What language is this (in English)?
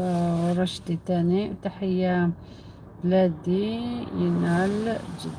Algerian Arabic